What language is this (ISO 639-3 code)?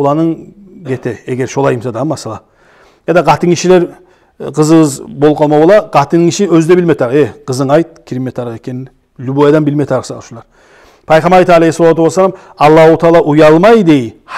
kum